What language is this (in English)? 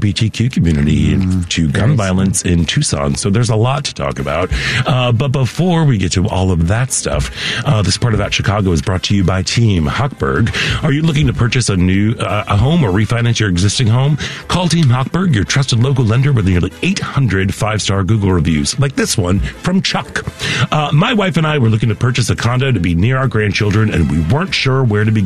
English